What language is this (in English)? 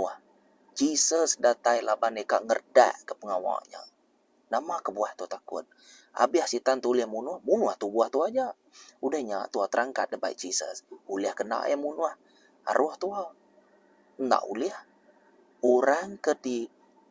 Iban